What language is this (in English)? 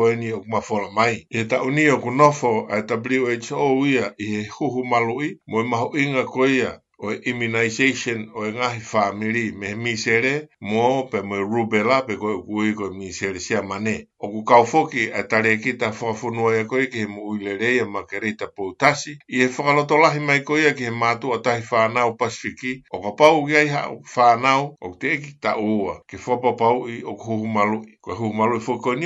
Tongan